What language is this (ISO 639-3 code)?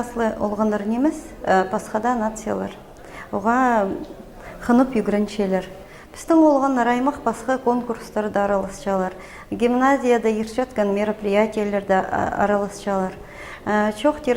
kjh